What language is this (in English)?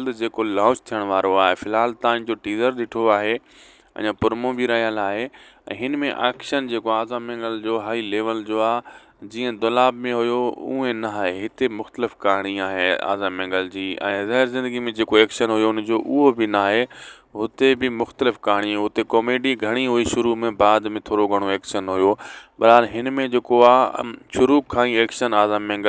Sindhi